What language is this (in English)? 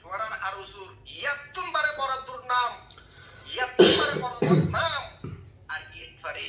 Rohingya